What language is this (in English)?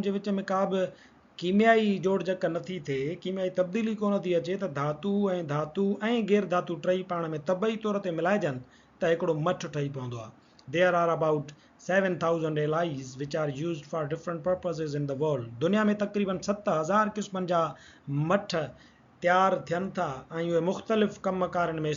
Sindhi